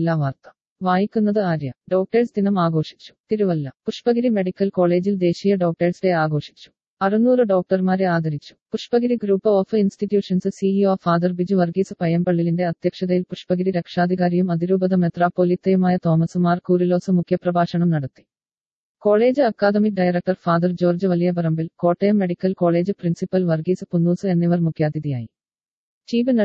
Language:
Malayalam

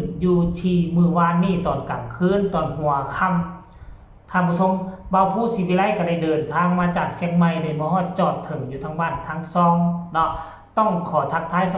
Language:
Northeastern Thai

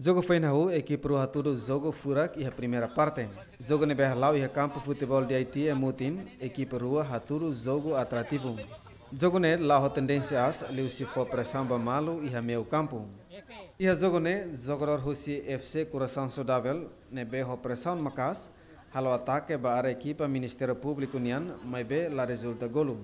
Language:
Tetum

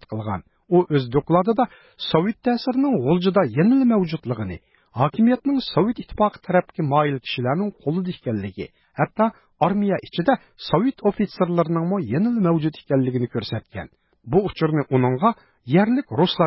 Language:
Uyghur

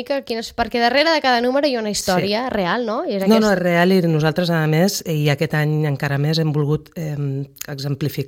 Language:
Catalan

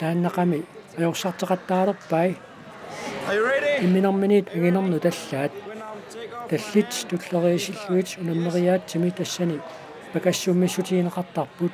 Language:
Kalaallisut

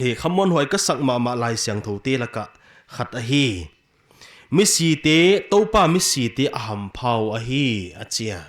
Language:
Paite Chin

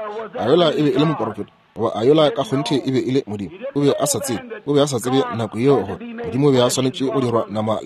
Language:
Northern Sotho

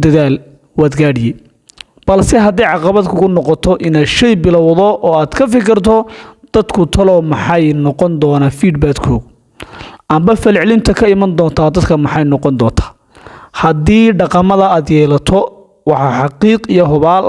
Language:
Somali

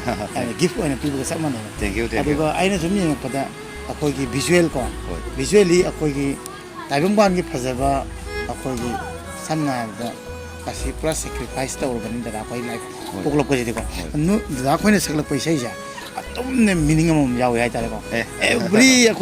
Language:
Manipuri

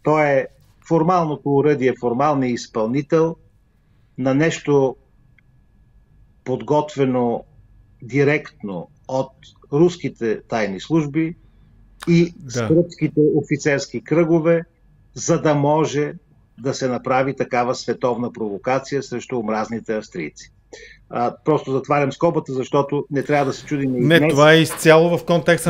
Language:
Bulgarian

